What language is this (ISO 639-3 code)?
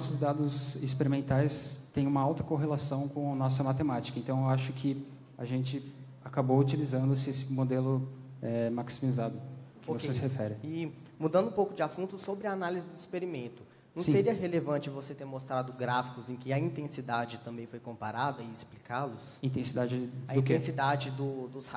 por